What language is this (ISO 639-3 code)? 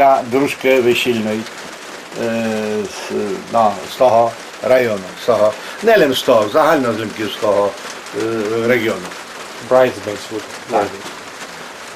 rue